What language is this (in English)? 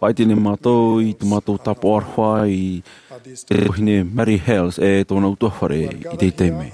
Tahitian